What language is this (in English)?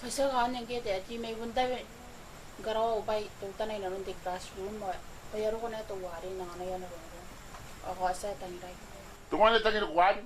Gilbertese